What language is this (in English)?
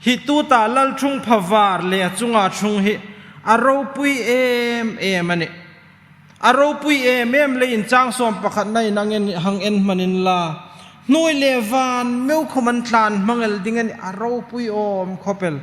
Hmar